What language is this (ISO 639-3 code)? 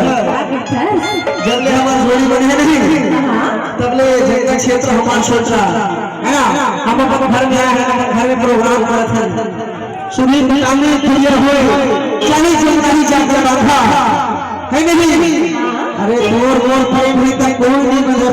hne